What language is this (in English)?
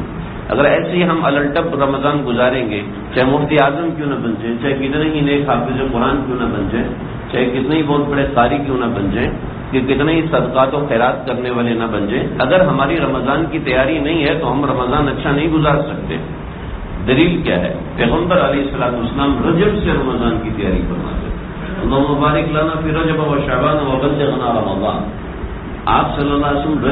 Urdu